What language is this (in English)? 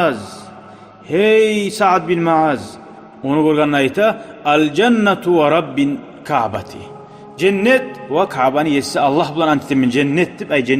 Kumyk